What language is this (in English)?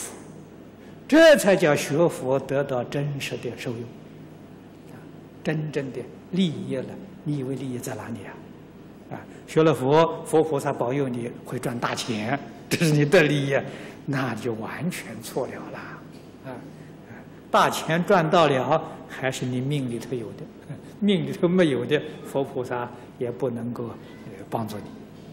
Chinese